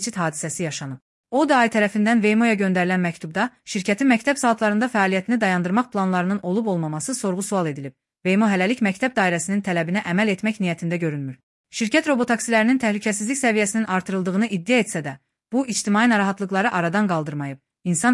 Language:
Azerbaijani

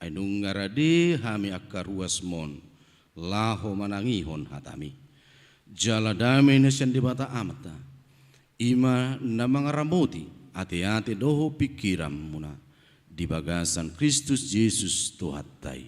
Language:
Batak Toba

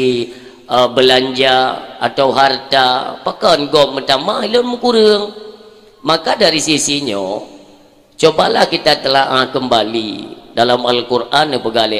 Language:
Achinese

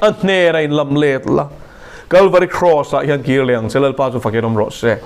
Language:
Mizo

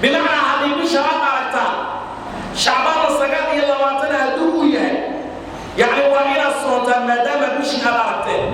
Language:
Somali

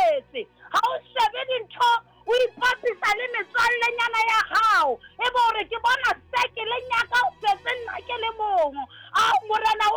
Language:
Southern Sotho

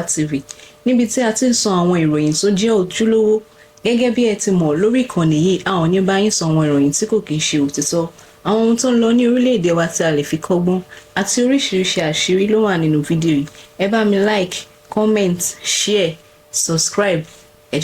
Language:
Yoruba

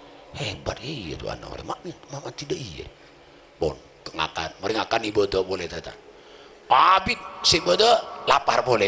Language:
Madurese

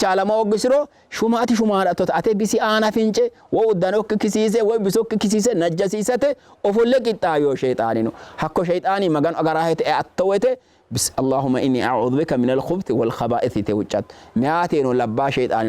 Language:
Sidamo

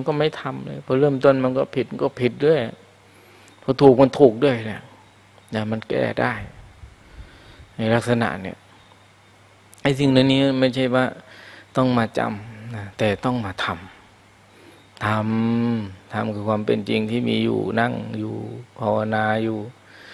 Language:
Thai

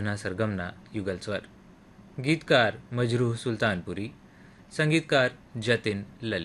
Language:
Gujarati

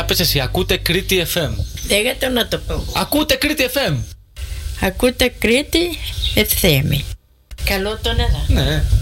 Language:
Greek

